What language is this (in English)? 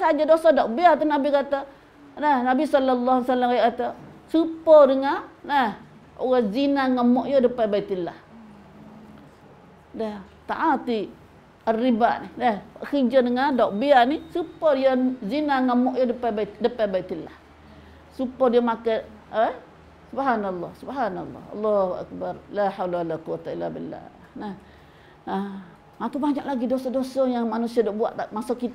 Malay